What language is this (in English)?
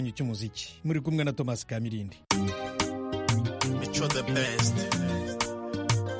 Kinyarwanda